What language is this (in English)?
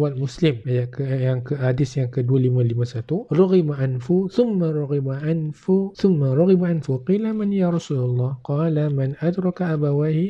Malay